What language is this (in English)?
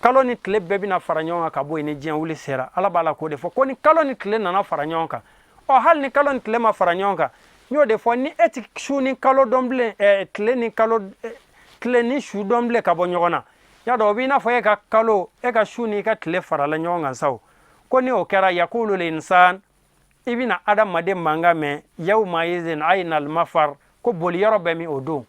Bambara